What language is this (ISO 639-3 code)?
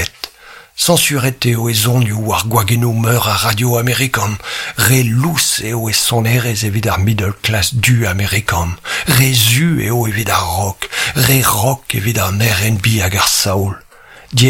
bre